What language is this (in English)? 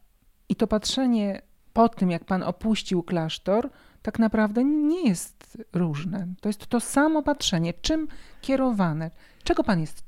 Polish